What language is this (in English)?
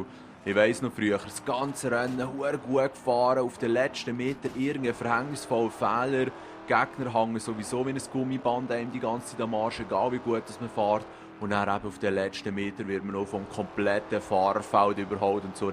Swiss German